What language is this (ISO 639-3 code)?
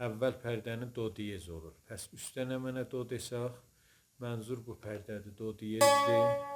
azb